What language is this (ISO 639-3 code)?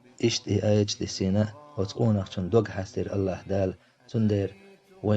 che